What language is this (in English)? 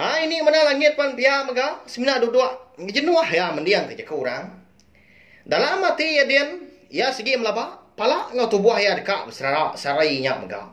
Iban